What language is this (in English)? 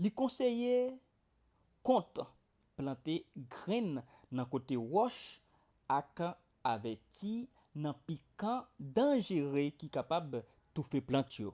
Haitian Creole